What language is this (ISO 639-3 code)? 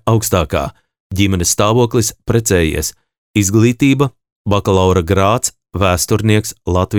lav